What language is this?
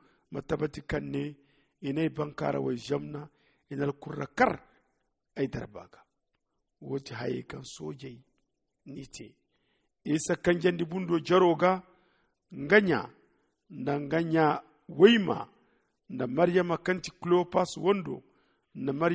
Zarma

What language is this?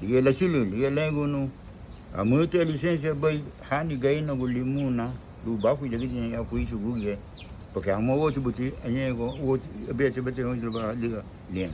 Garifuna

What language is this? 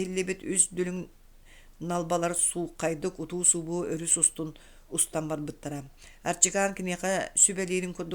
Yakut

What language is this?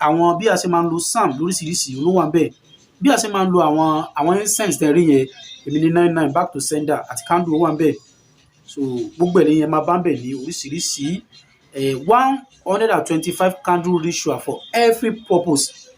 Yoruba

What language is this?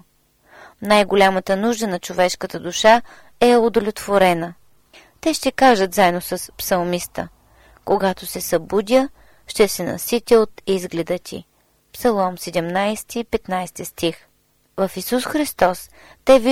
Bulgarian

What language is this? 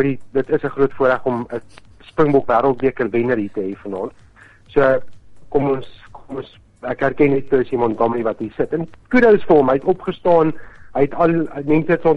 Afrikaans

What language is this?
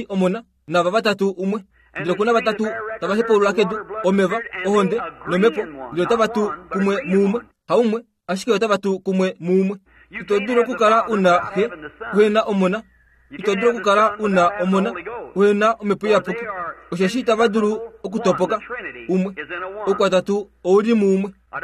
Kuanyama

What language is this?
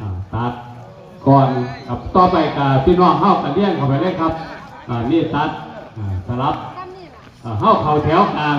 Northeastern Thai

